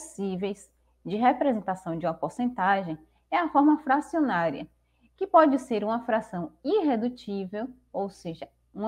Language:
Portuguese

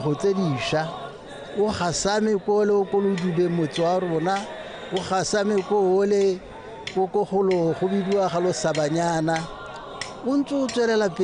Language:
Tswana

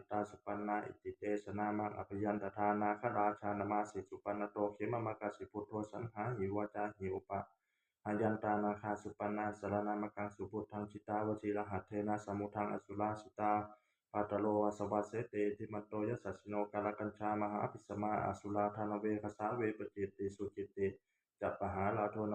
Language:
Pali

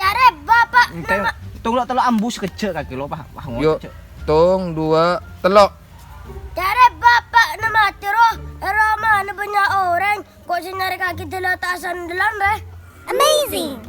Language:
Madurese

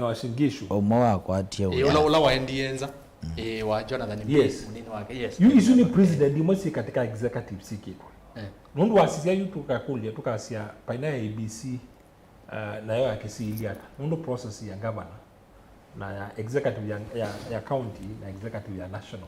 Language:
Kamba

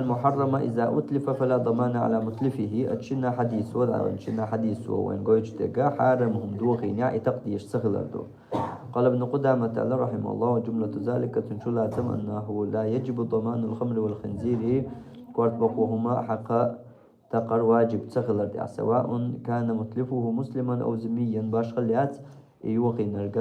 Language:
Chechen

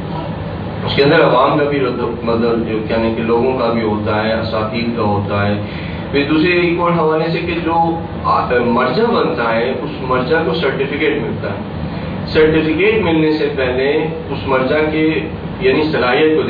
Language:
Urdu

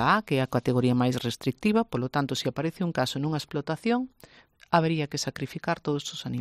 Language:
Galician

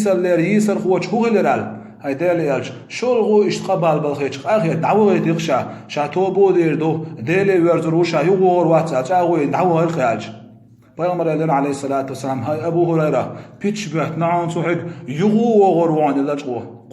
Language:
Chechen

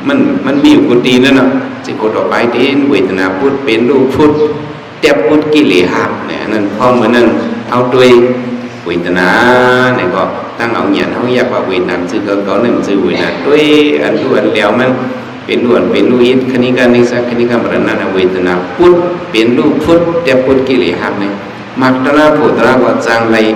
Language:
Shan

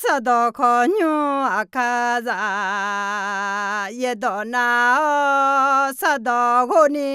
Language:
Akha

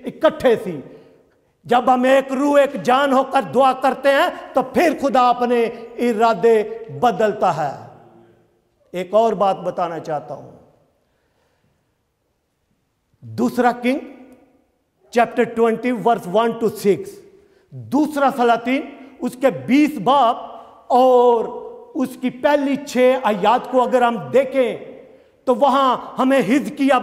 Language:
Urdu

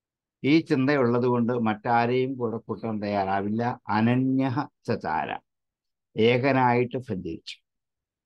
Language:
Malayalam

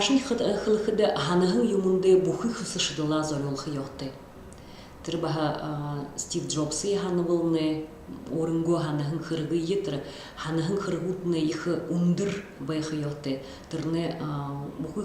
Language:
Buriat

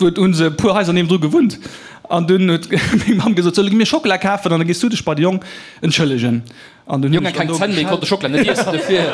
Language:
Luxembourgish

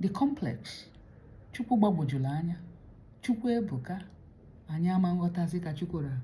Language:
Igbo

